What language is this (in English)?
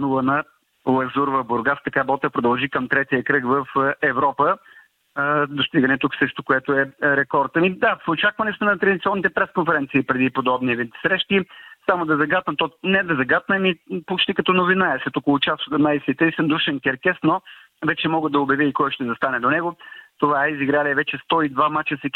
Bulgarian